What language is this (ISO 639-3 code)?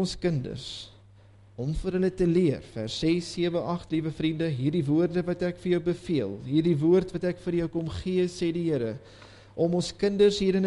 afr